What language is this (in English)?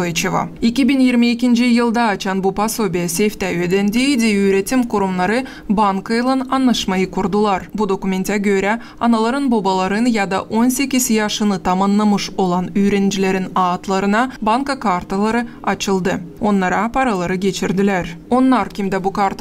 Gagauz